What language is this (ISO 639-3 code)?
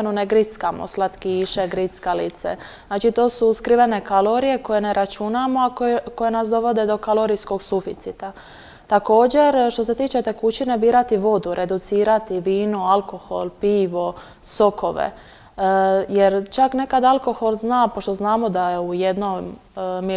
hrv